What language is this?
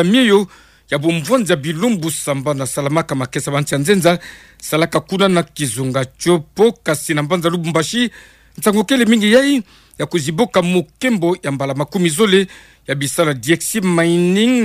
Kituba (Democratic Republic of Congo)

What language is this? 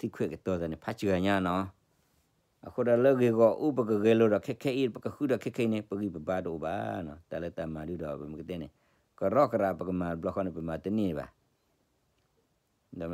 S'gaw Karen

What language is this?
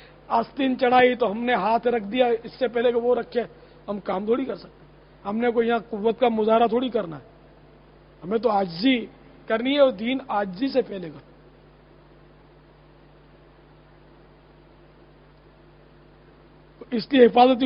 Urdu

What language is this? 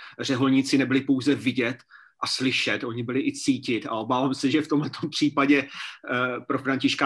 Czech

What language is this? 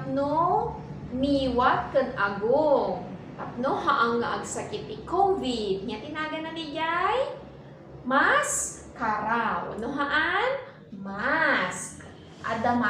Iloko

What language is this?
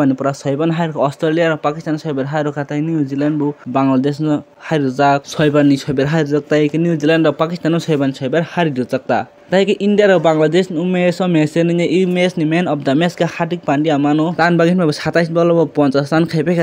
Kok Borok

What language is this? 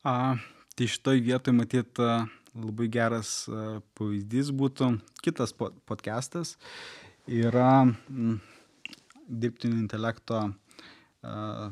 Lithuanian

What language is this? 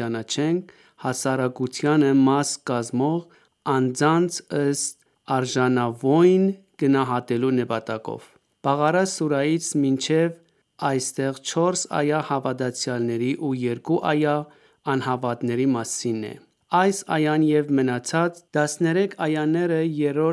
Armenian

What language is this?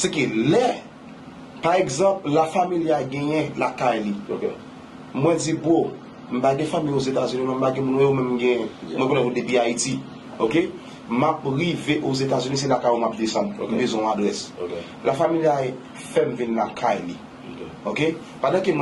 Haitian Creole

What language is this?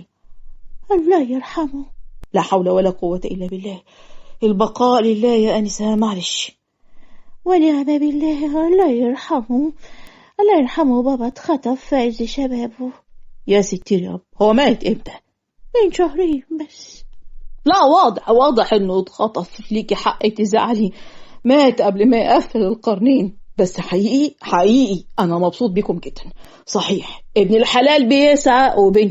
Egyptian Arabic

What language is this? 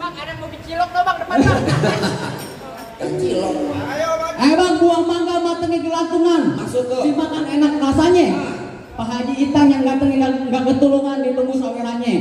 Betawi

